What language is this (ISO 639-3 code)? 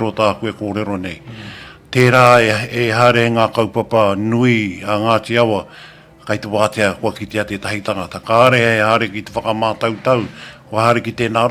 mri